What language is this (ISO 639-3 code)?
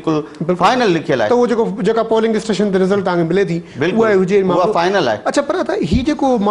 snd